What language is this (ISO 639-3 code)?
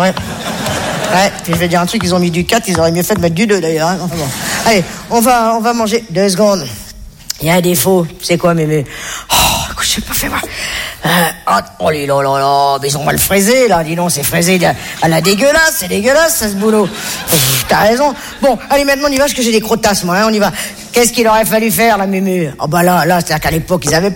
fra